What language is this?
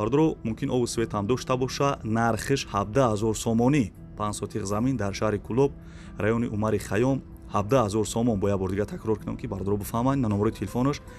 Tajik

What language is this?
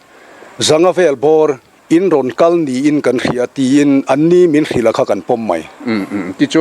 Mizo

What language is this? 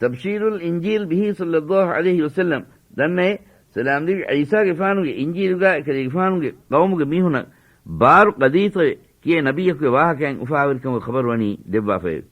Divehi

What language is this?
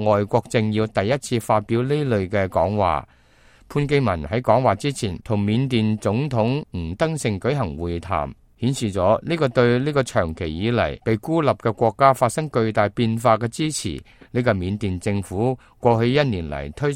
Cantonese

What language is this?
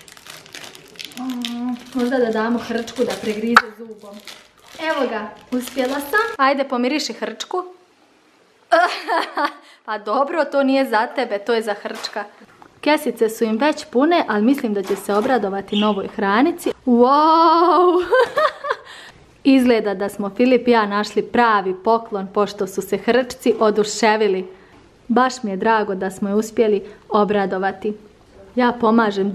Croatian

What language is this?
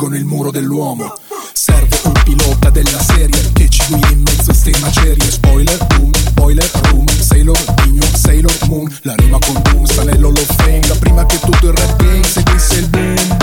Italian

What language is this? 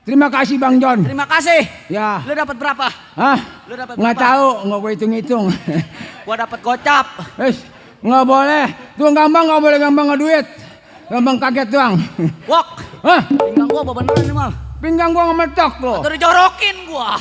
Betawi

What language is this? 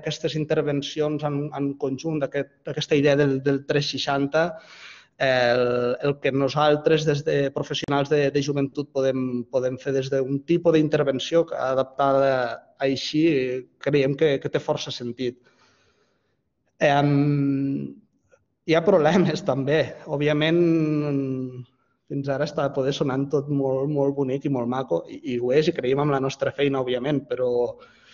Catalan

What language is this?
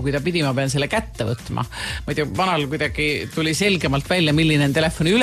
Estonian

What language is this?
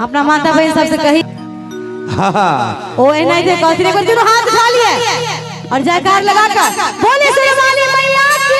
Maithili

